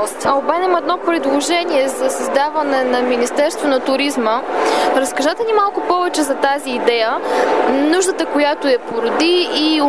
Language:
Bulgarian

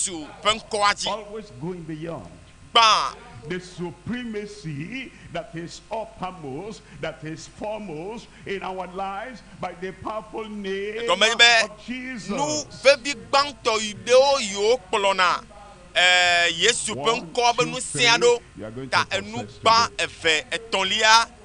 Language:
Ewe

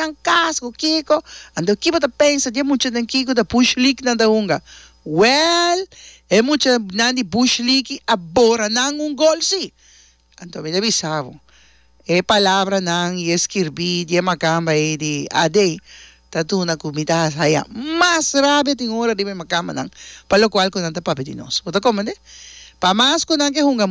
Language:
Papiamento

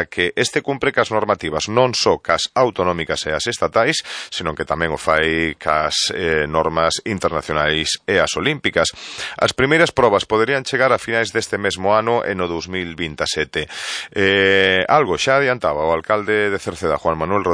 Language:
Galician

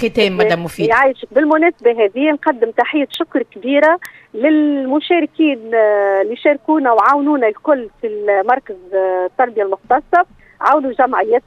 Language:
Tunisian Arabic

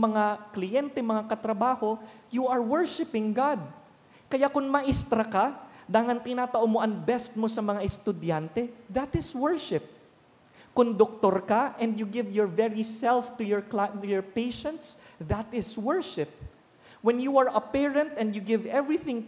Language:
Bikol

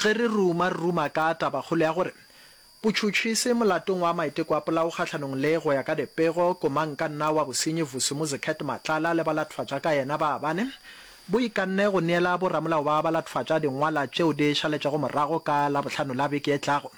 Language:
Northern Sotho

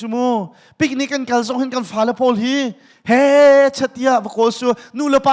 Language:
Hakha Chin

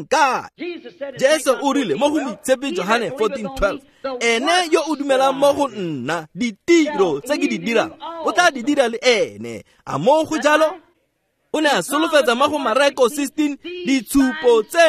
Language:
Tswana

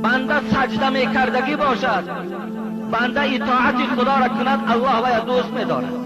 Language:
Tajik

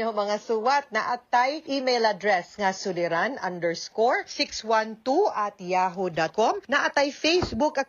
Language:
Cebuano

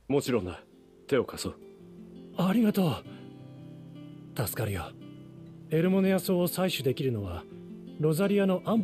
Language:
Japanese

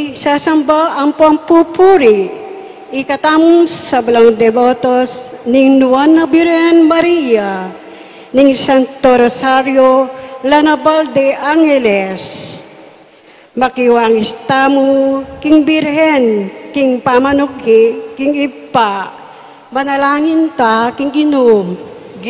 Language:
Pampanga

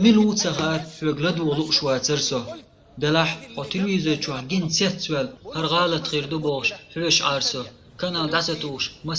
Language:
Chechen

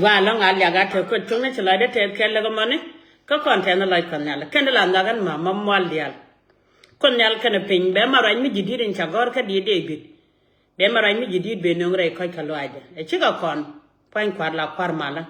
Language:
Nuer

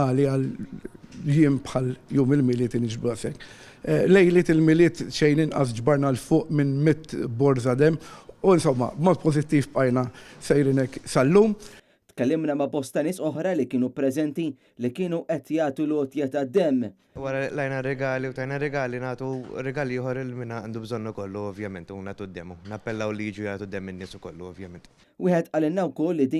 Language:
Maltese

